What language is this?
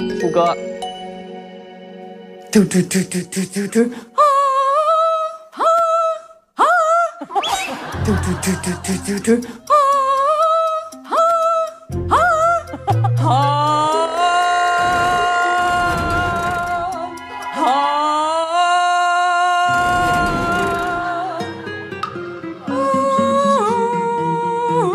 Chinese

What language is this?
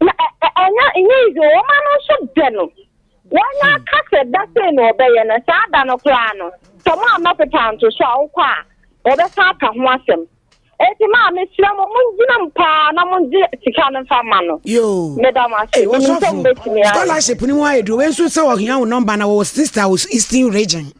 Akan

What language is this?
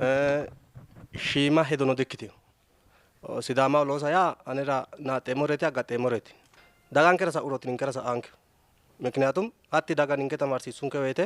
Sidamo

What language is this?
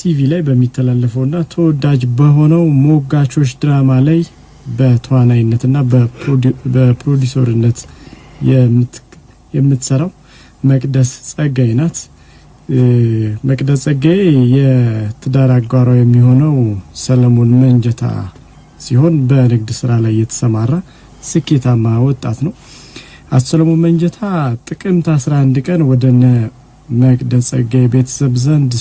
Amharic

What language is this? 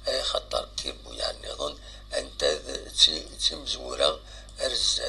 Kabyle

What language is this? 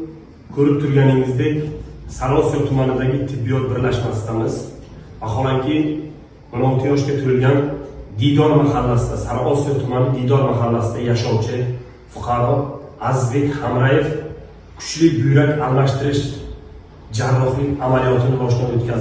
Uzbek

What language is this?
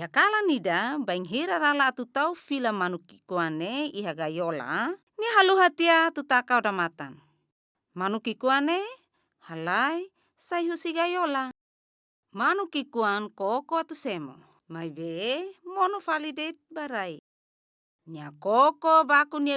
Tetum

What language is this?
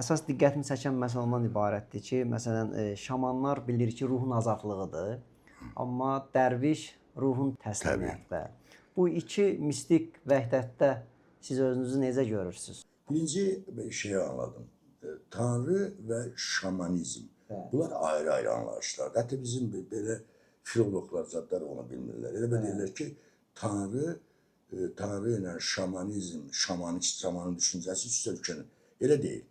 Azerbaijani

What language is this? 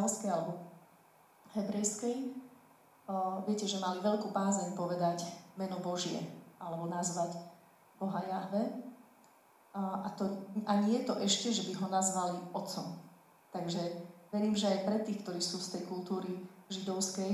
Slovak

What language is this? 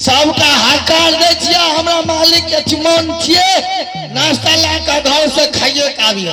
Maithili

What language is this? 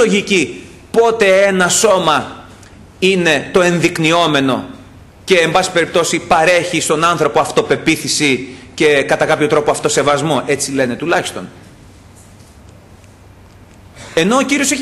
Greek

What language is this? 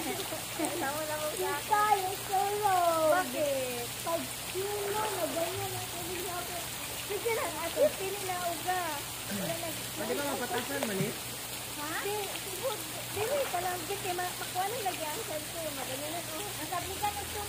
Filipino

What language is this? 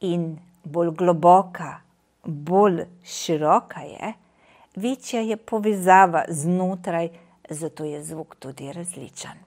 Slovenian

